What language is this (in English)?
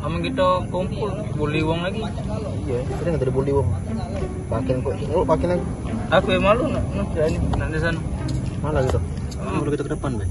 Musi